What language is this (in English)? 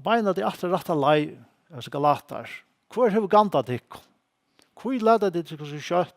Faroese